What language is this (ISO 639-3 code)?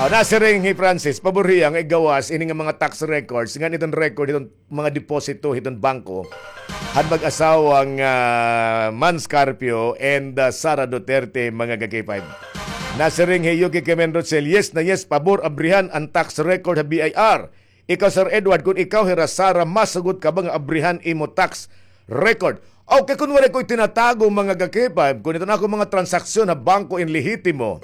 war